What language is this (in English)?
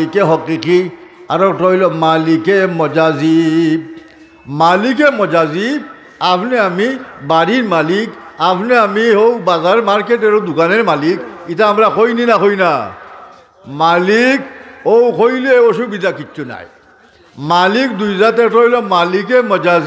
Sylheti